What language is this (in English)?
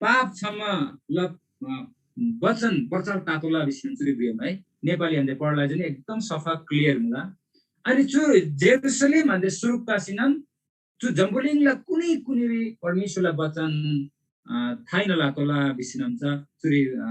Eastern Tamang